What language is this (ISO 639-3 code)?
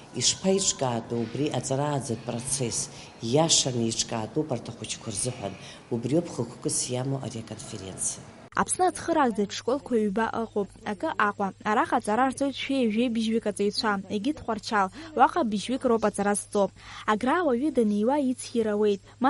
abk